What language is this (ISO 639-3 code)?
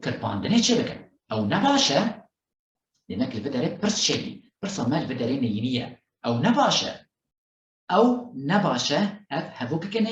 kur